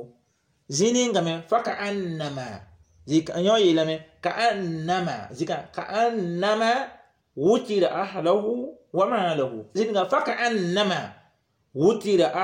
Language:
Mossi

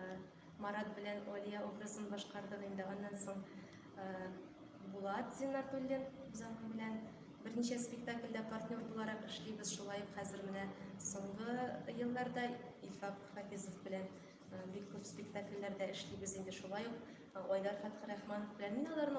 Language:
Tatar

